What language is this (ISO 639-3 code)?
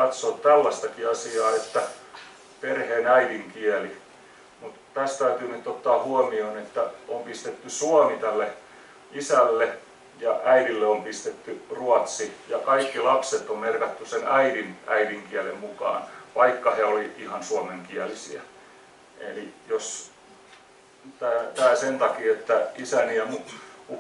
fin